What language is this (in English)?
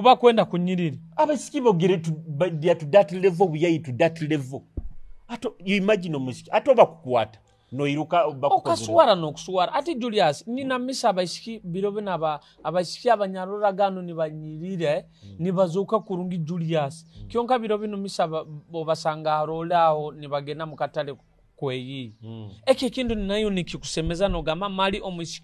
Nyoro